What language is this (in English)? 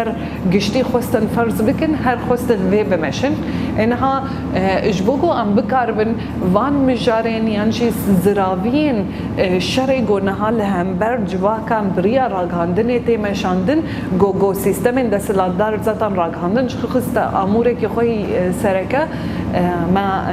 Kurdish